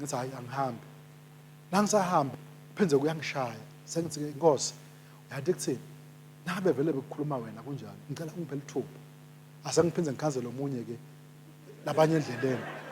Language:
Swati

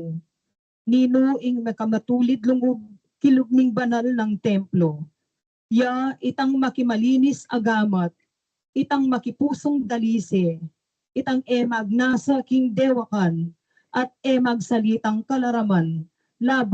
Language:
Pampanga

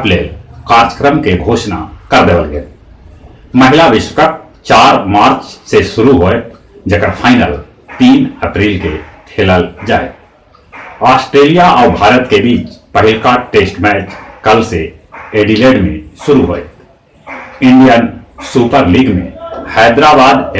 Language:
Magahi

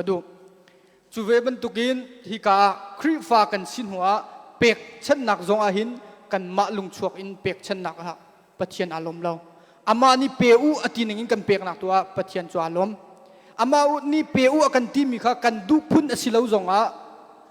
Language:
Hakha Chin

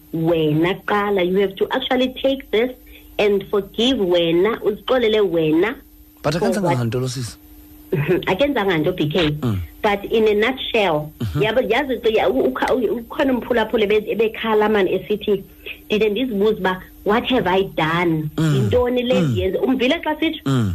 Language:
Xhosa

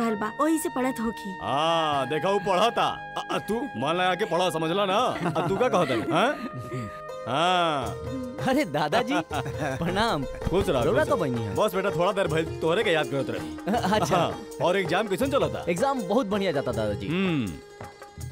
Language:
Bhojpuri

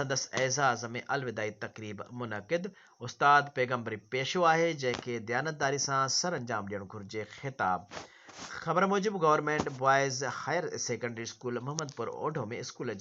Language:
Sindhi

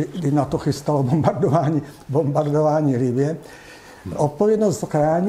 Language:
Czech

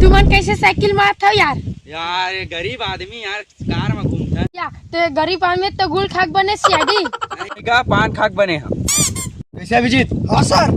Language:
Chhattisgarhi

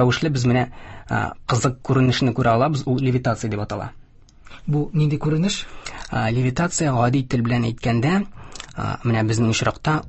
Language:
Tatar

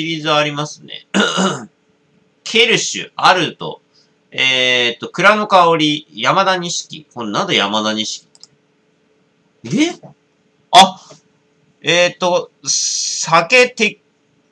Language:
Japanese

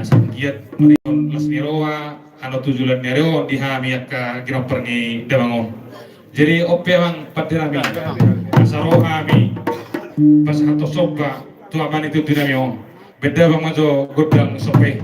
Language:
Batak Toba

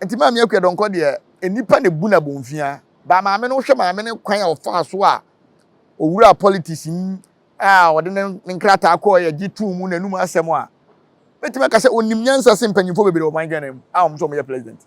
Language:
Akan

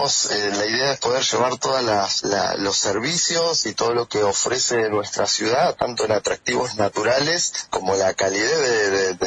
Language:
Spanish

